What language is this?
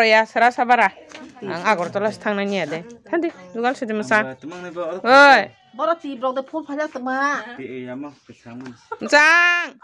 Kok Borok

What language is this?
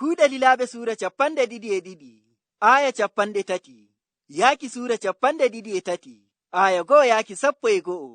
Nigerian Fulfulde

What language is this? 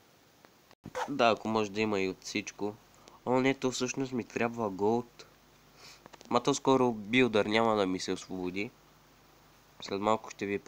Bulgarian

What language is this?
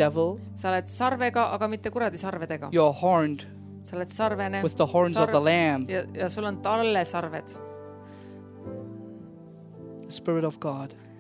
Estonian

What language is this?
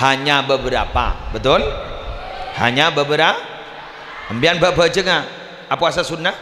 Madurese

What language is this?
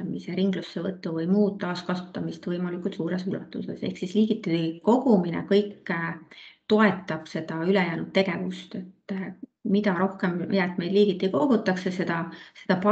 Estonian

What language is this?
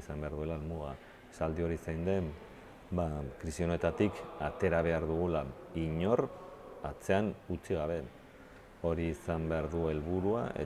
Basque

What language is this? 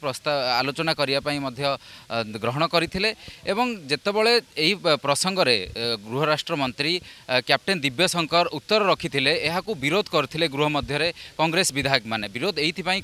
Odia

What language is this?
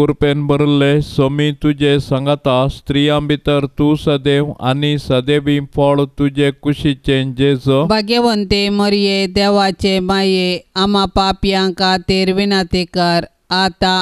Konkani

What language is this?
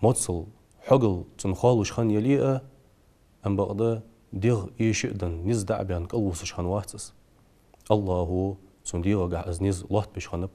Ingush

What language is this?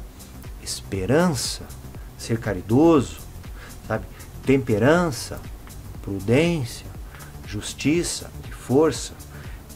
Portuguese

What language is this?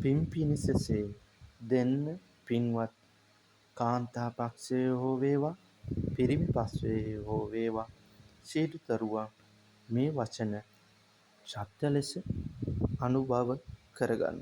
Sinhala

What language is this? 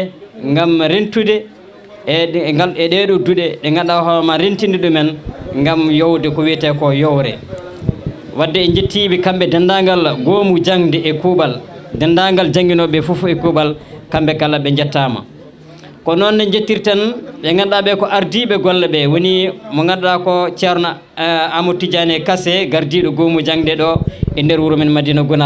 Fula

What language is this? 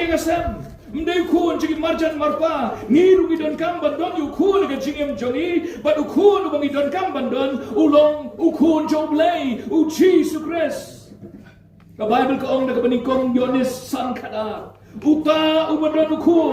Khasi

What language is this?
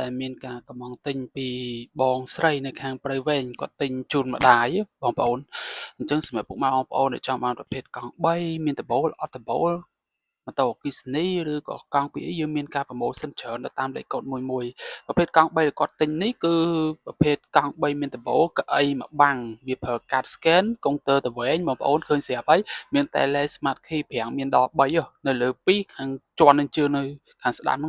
Khmer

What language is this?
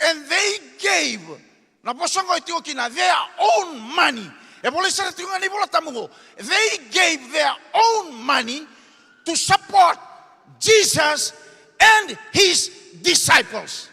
Fijian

